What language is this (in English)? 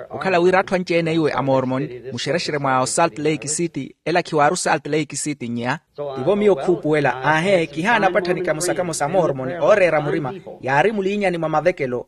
Makhuwa